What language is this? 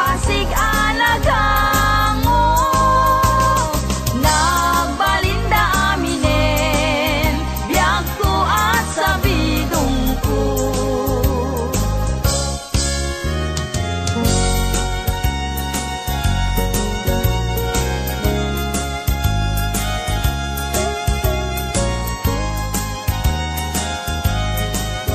Iloko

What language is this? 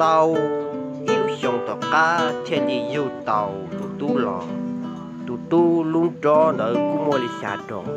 Hmong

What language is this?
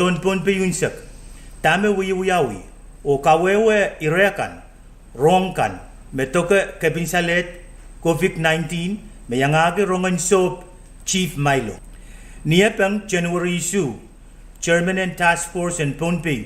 Pohnpeian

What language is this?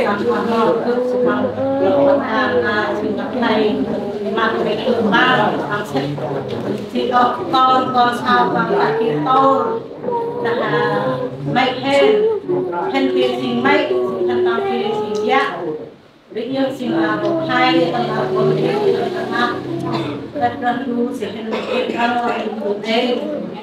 Central Mnong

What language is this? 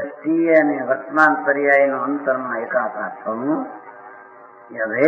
Gujarati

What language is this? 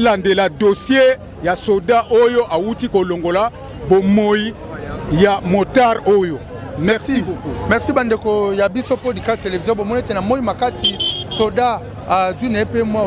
Lingala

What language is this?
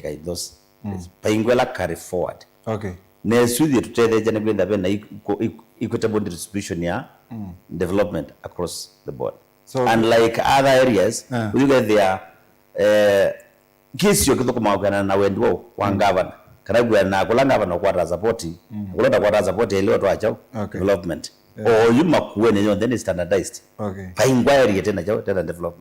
Kamba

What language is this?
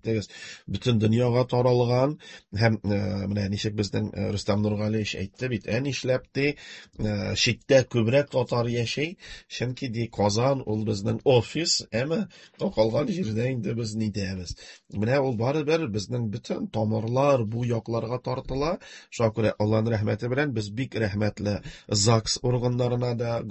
Tatar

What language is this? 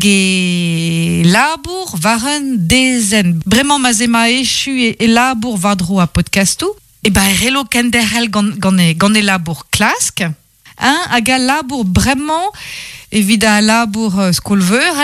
Breton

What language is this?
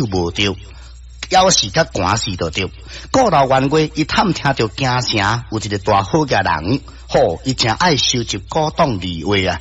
Min Nan Chinese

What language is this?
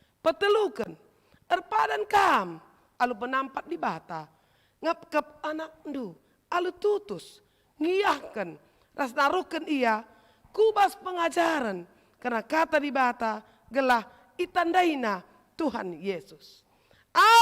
Batak Karo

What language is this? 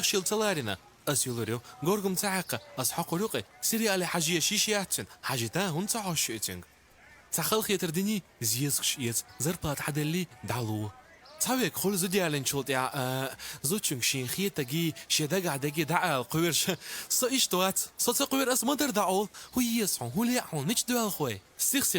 Chechen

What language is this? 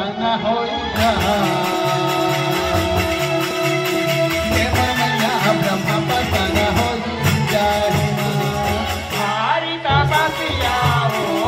Chhattisgarhi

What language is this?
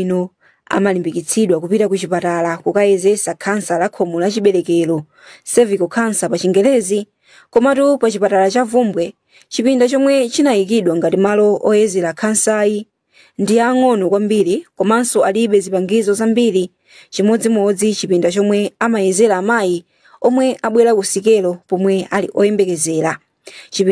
Nyanja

